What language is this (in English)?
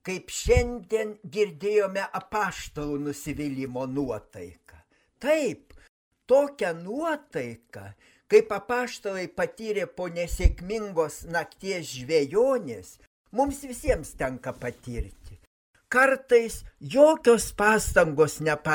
Lithuanian